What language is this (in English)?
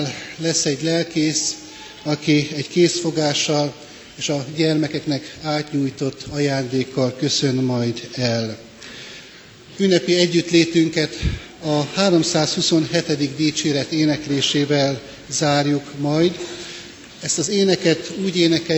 Hungarian